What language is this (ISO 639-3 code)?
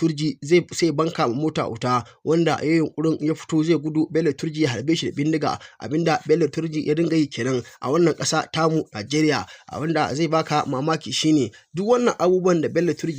hau